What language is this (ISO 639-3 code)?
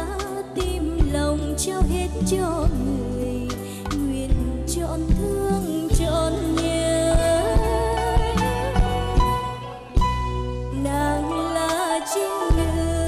vie